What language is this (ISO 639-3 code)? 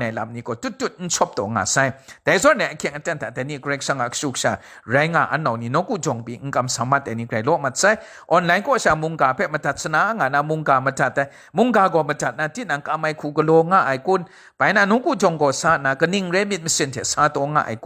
kac